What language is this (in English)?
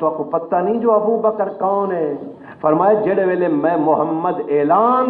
Saraiki